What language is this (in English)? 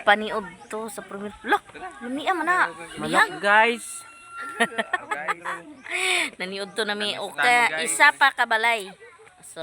Cebuano